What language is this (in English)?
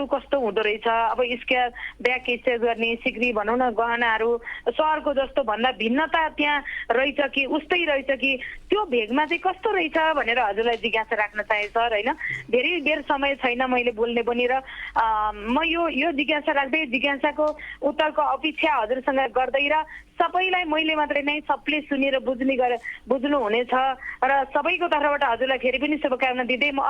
Nepali